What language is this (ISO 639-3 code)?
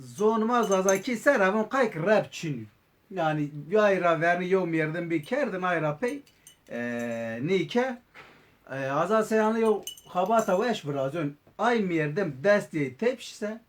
zza